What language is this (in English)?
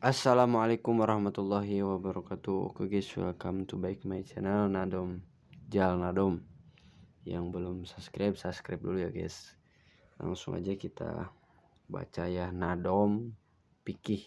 Sundanese